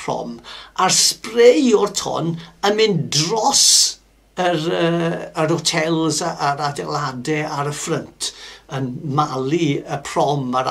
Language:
Welsh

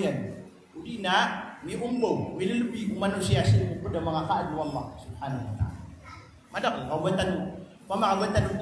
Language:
Maranao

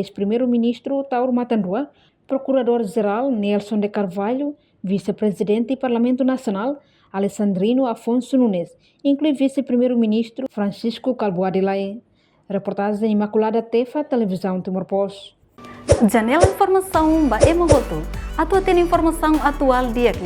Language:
Tetum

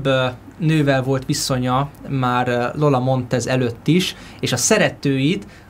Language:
Hungarian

